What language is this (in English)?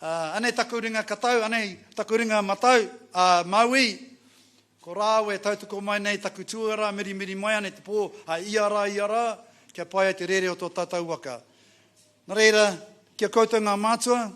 Māori